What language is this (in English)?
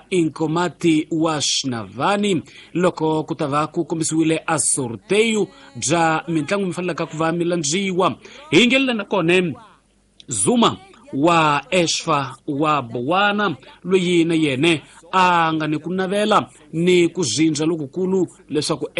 Tsonga